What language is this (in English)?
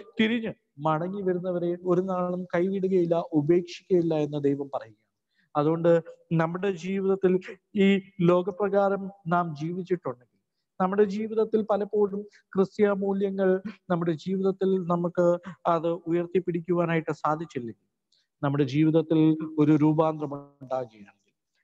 Malayalam